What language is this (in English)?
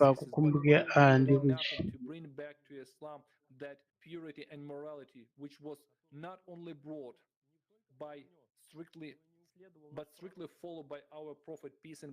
Nyanja